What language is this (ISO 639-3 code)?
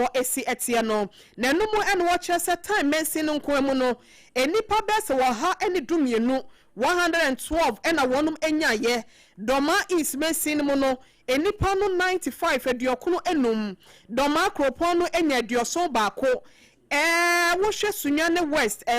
aka